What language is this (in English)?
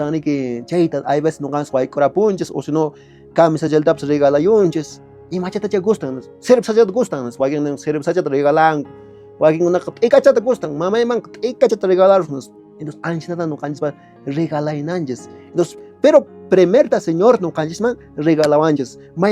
Quechua